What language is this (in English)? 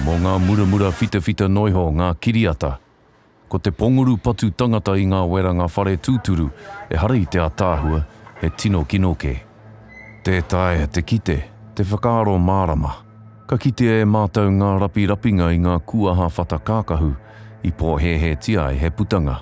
Māori